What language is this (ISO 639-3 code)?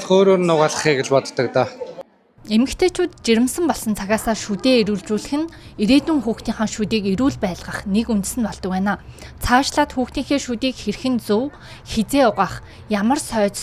mon